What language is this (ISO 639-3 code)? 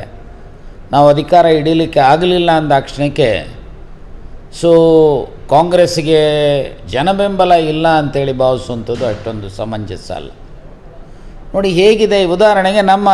kan